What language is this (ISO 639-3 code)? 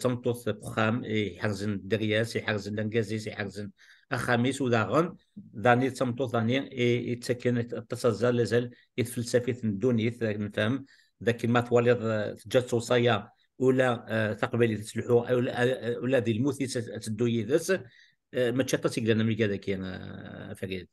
kab